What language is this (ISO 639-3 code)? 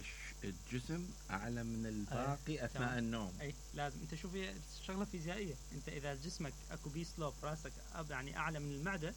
acm